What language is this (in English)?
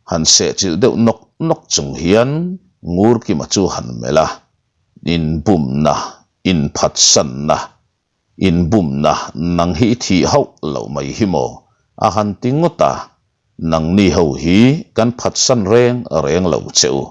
Mizo